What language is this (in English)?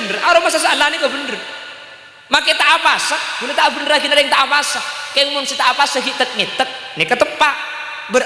Madurese